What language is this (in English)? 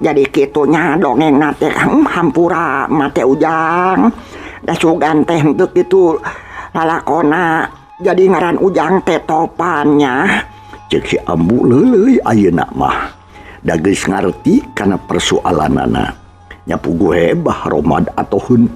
Sundanese